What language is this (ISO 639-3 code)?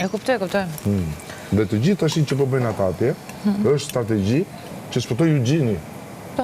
sqi